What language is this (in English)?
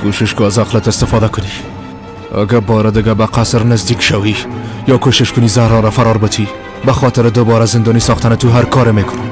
Persian